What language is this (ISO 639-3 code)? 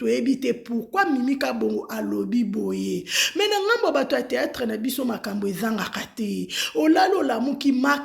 lin